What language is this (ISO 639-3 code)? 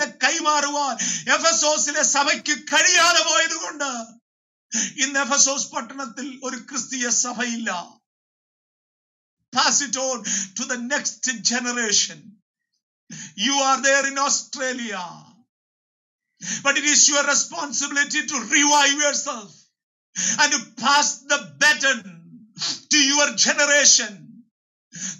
mal